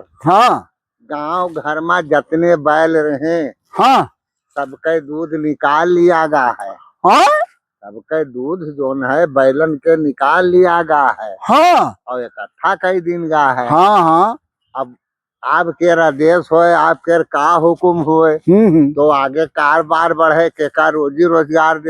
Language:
Awadhi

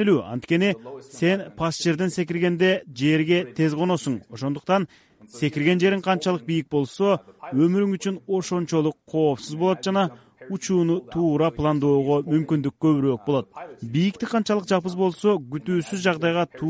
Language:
Kyrgyz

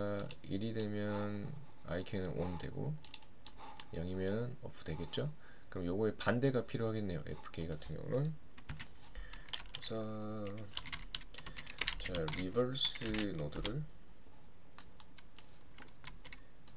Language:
Korean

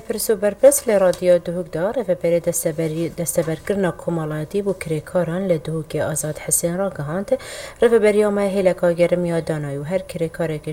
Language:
Kurdish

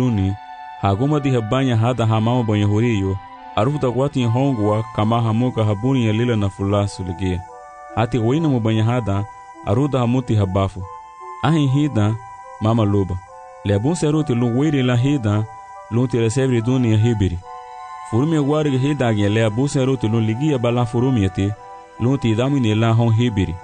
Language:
Garifuna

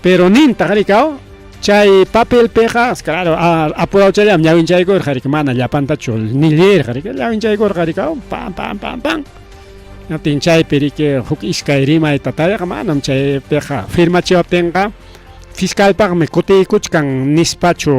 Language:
Ayacucho Quechua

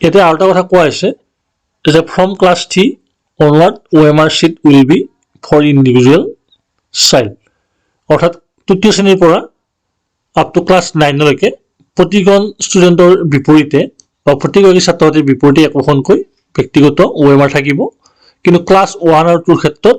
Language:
Assamese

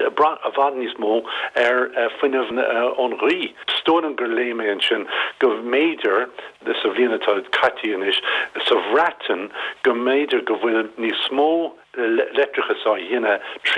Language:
Irish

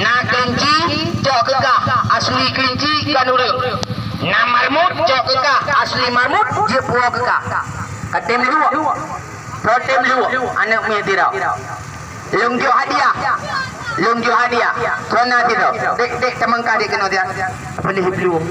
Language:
Achinese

